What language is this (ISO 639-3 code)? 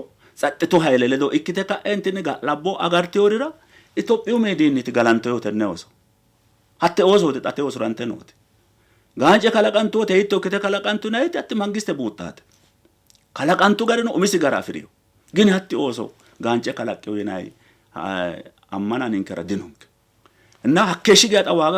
sid